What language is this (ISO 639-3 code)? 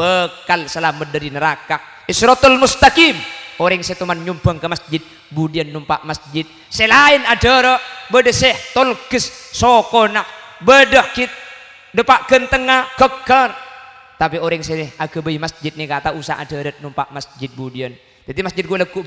mad